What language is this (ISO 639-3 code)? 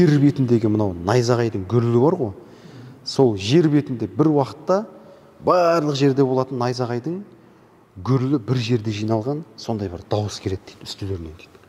kaz